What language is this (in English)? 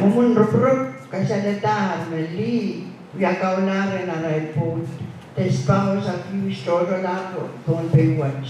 Pohnpeian